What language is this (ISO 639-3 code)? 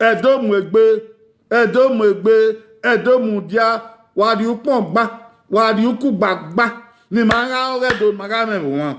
bin